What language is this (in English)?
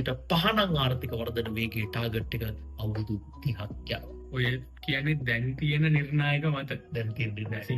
Sinhala